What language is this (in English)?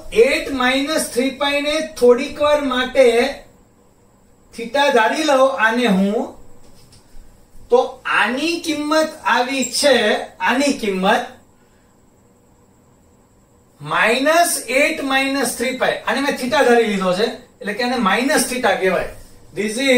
Gujarati